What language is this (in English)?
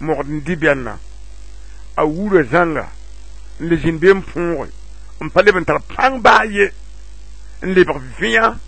Mossi